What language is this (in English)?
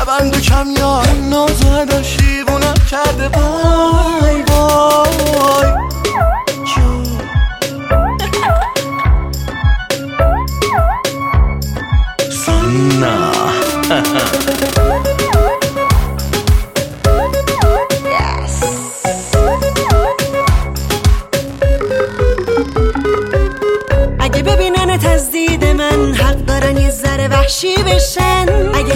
Persian